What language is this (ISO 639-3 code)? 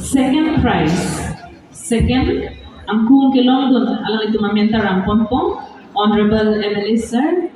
mjw